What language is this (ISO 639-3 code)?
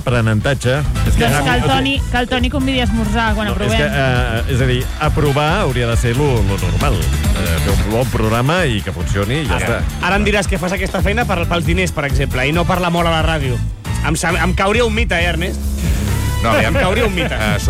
cat